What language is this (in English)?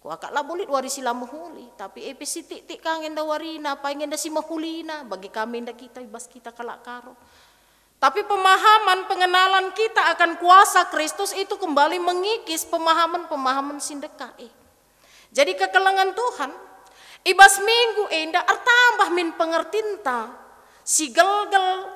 Batak Karo